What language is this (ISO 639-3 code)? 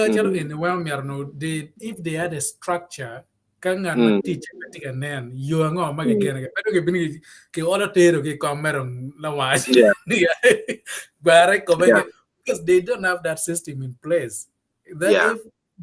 ach